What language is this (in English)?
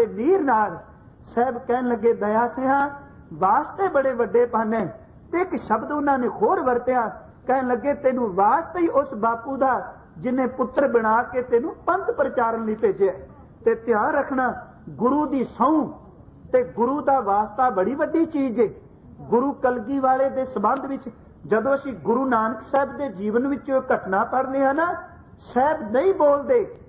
Punjabi